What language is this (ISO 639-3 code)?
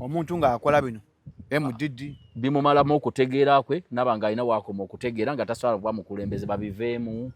lug